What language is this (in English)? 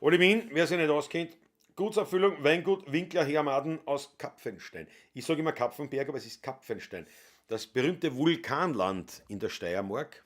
Bavarian